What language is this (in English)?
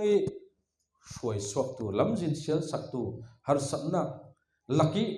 Falam Chin